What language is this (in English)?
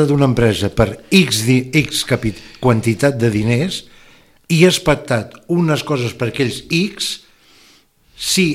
Catalan